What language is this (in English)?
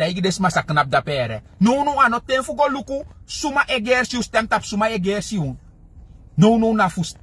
Sranan Tongo